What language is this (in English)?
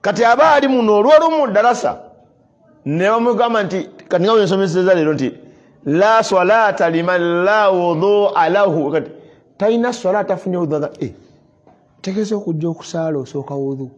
Ganda